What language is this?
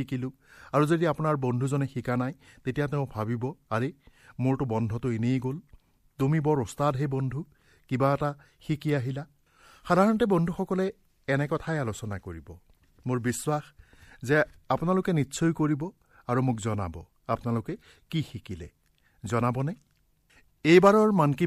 Assamese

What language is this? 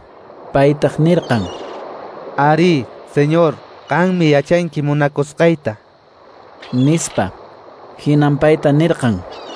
Quechua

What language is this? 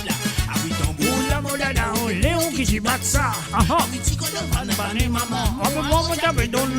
Morisyen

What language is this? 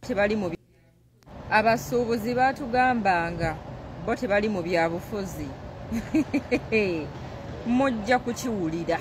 Ganda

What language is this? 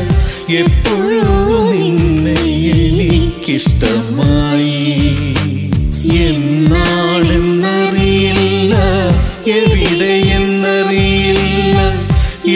Malayalam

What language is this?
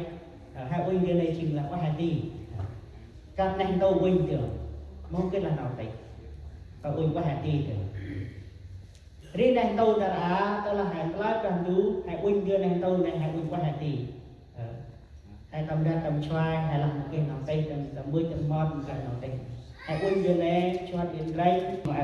Central Mnong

